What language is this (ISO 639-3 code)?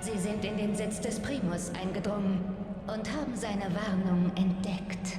gsw